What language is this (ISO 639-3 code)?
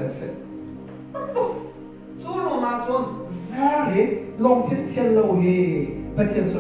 cnh